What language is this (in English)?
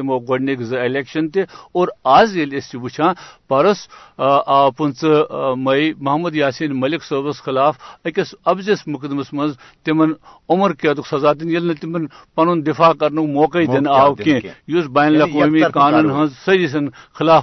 Kashmiri